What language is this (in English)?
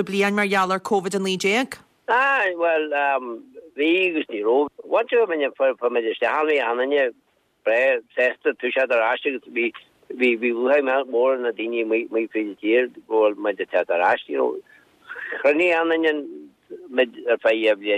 Irish